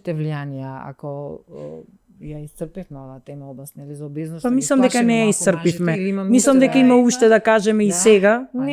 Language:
Macedonian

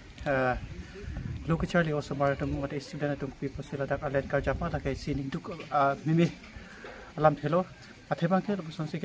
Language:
Karbi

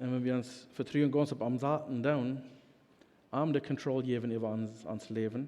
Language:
Plautdietsch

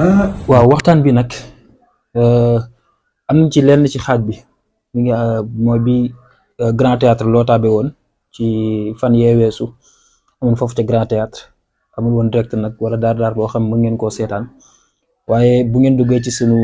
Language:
Wolof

